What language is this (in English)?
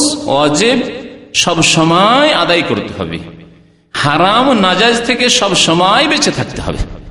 Bangla